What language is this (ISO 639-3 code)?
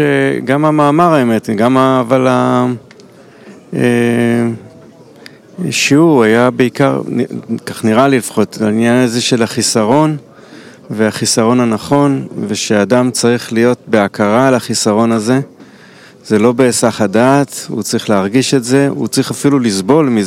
heb